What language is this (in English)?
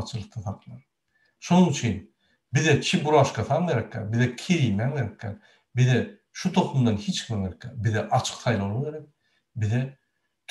Turkmen